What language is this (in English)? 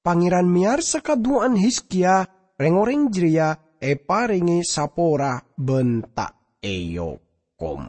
Madurese